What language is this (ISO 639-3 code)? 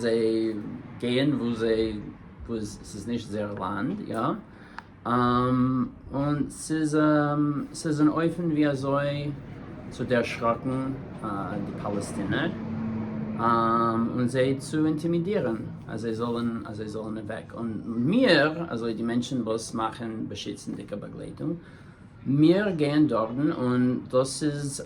yid